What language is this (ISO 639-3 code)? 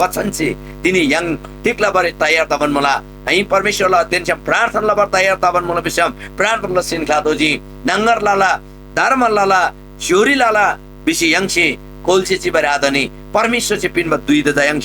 taj